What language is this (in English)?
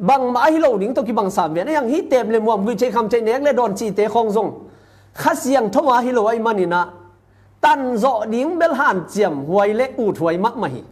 Tedim Chin